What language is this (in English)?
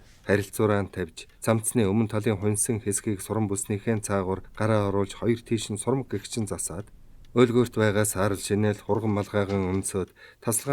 Mongolian